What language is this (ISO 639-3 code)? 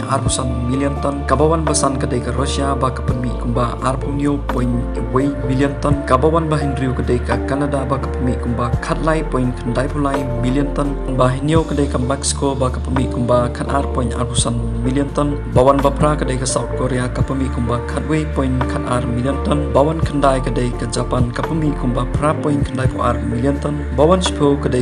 kha